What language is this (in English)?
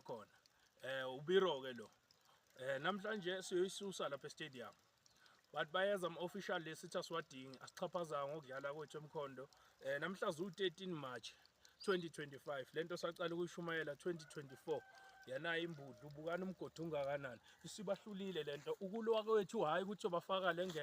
Zulu